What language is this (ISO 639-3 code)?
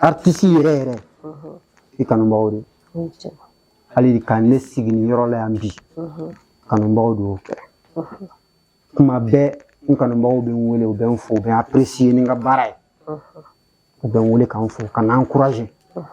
bam